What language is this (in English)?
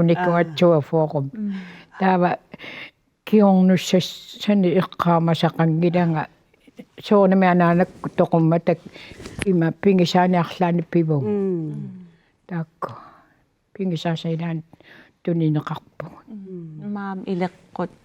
Kalaallisut